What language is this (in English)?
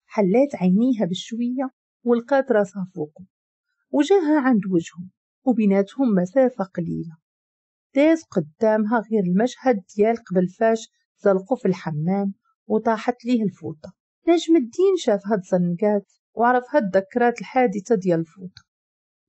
Moroccan Arabic